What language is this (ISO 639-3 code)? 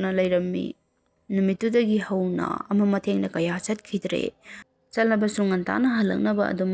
mni